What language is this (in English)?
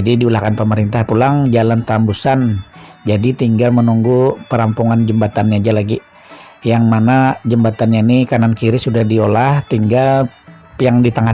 Banjar